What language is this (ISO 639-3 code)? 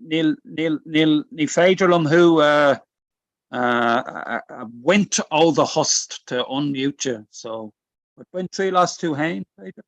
gle